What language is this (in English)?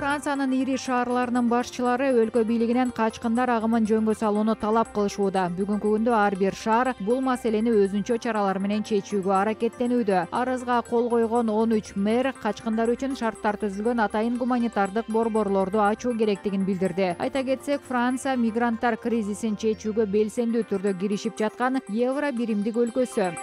Kyrgyz